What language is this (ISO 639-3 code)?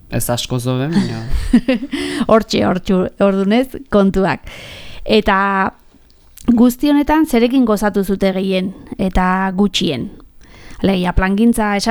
eus